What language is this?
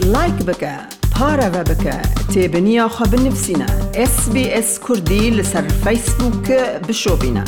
Kurdish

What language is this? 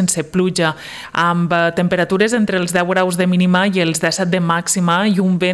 Catalan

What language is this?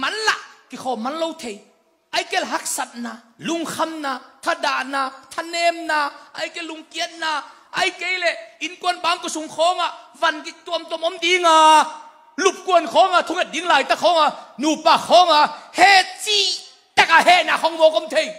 Tedim Chin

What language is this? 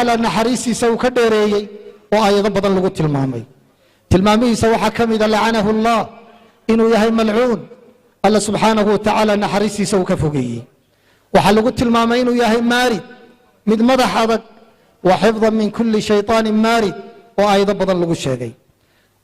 Somali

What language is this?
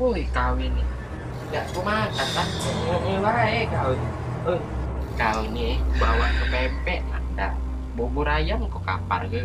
Musi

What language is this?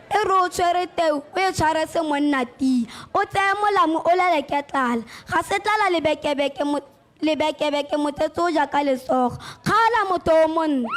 Tswana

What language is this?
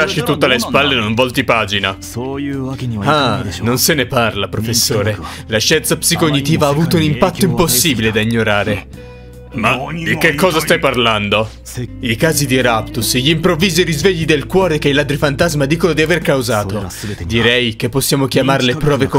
Italian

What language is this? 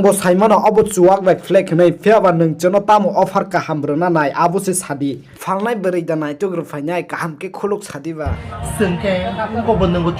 Kok Borok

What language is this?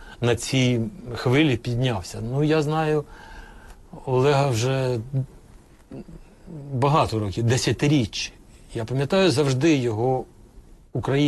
Ukrainian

